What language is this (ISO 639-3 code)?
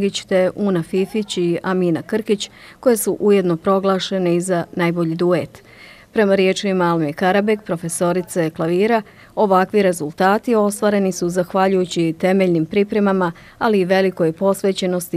bos